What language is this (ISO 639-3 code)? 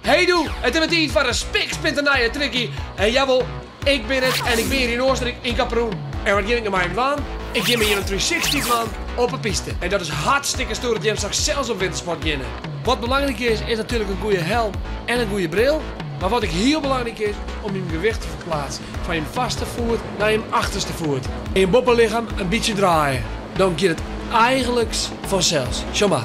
fry